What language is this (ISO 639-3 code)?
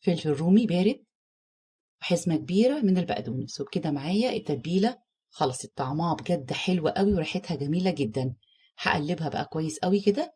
arz